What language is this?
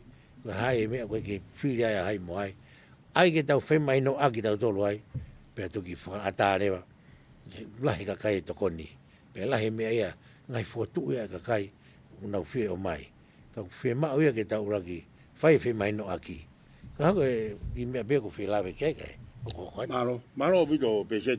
Tongan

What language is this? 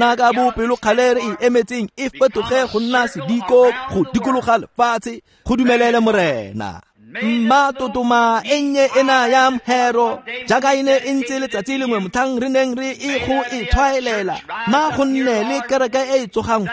Tswana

